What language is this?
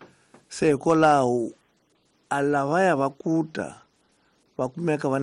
Tsonga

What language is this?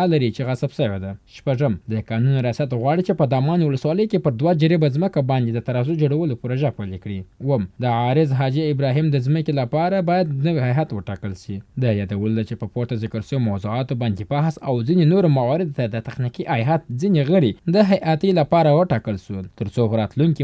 Pashto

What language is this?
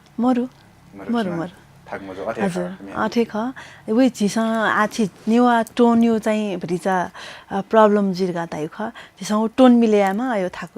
Newari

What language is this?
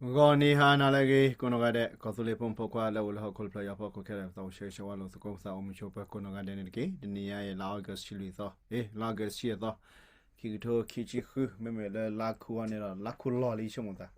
S'gaw Karen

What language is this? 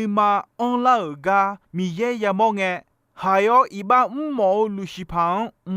Akha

